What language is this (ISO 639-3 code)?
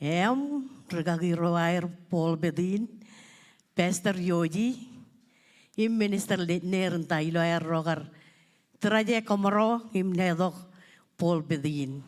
mah